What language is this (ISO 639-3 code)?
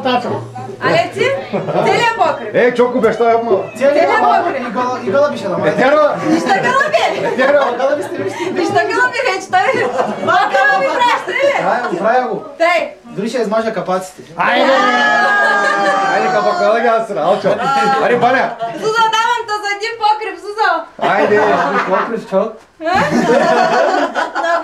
bul